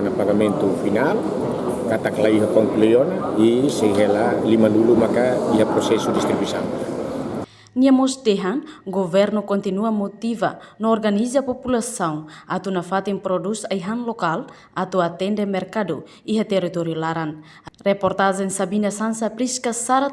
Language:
Tetum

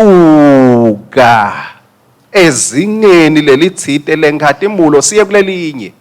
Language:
Swati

